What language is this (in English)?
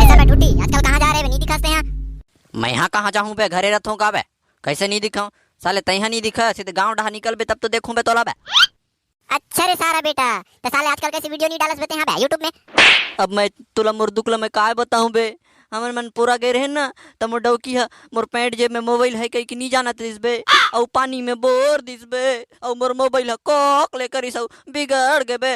Chhattisgarhi